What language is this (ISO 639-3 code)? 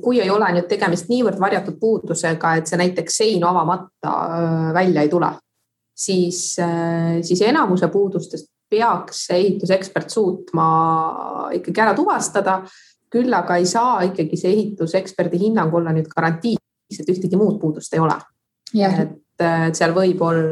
est